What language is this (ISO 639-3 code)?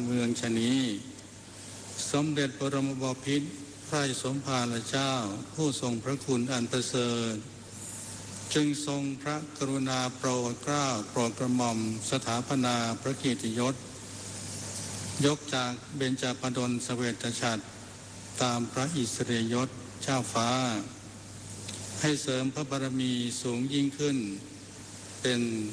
tha